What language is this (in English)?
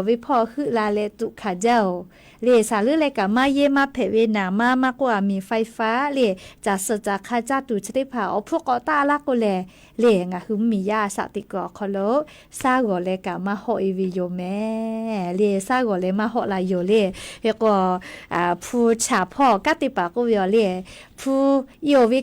Lahu